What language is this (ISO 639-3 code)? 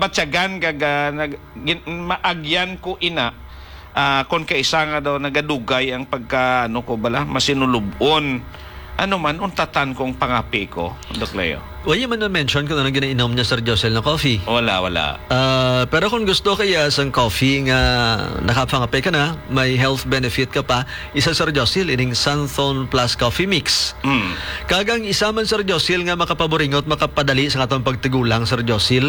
hil